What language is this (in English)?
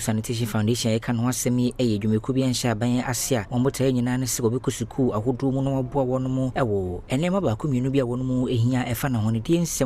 Akan